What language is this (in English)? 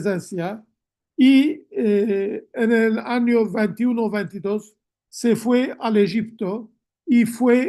Ladino